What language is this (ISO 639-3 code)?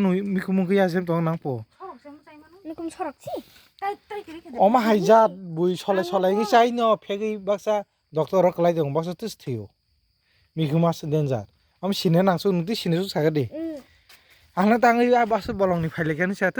trp